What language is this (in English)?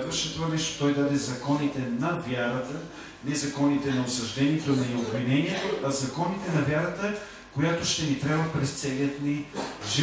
Bulgarian